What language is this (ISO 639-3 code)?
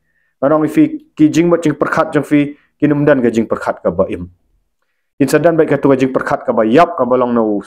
kha